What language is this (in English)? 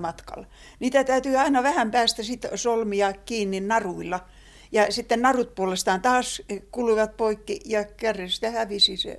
Finnish